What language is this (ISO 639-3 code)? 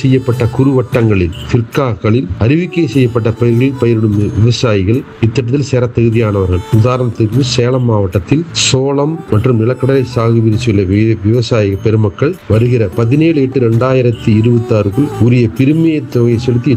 tam